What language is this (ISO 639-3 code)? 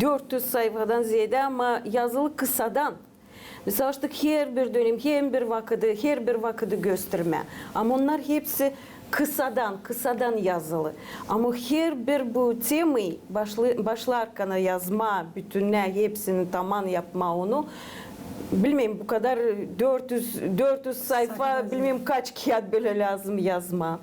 gag